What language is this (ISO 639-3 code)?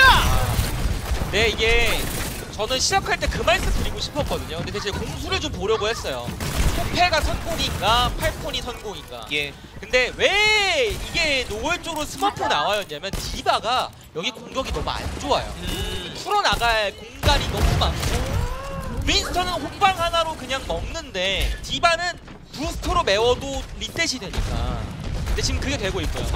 kor